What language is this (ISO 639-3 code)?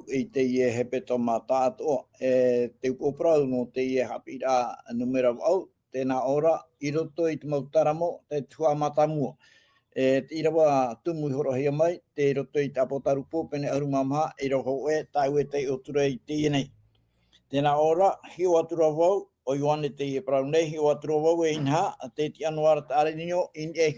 tah